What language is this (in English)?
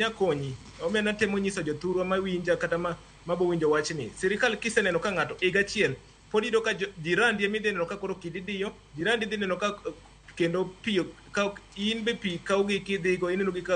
Luo (Kenya and Tanzania)